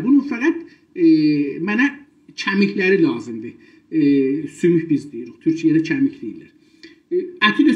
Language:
South Azerbaijani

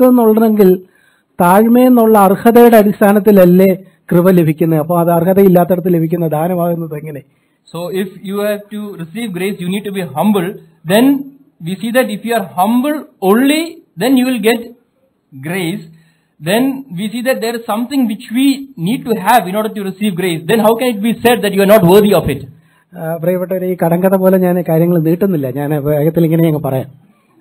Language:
Malayalam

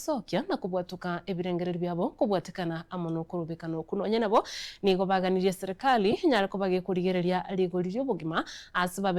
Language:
Gusii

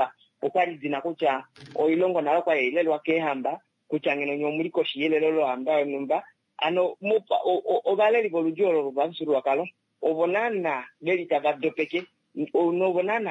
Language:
Kuanyama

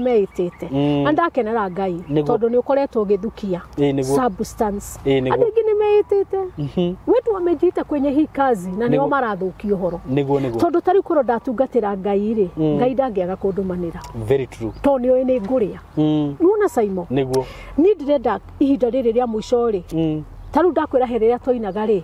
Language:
Kikuyu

